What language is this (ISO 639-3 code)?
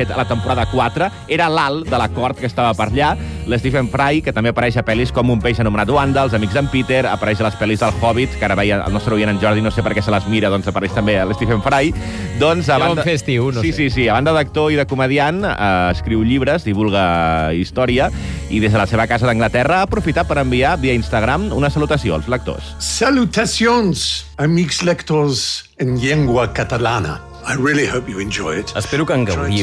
cat